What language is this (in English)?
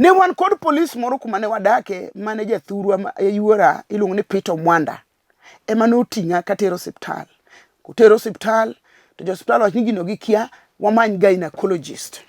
Luo (Kenya and Tanzania)